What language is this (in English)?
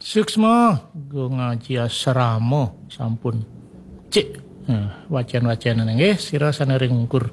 Balinese